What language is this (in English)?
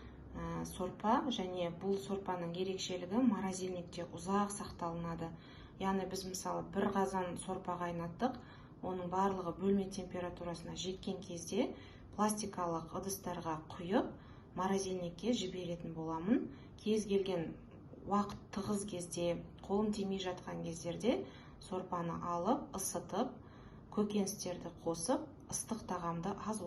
Kazakh